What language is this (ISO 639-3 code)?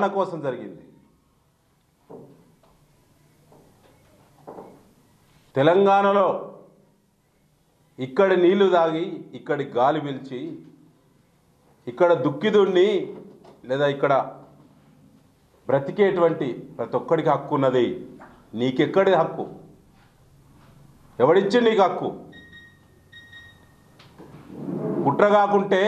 tel